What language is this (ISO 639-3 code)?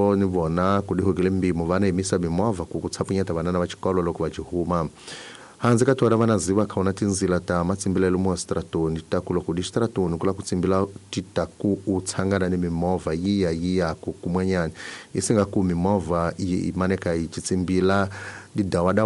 tso